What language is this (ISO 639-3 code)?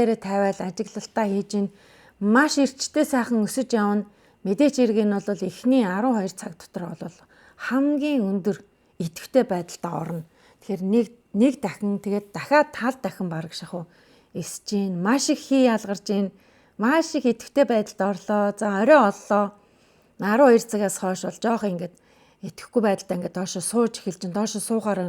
mon